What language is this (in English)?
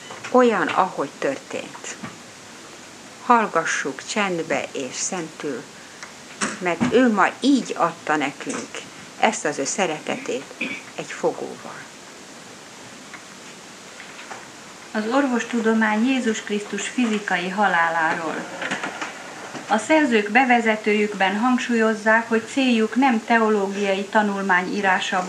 Hungarian